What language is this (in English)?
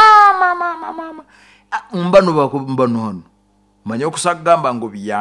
Nyoro